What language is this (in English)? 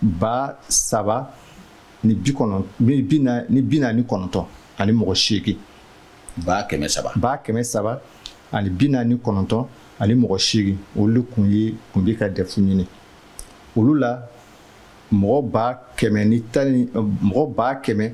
Bambara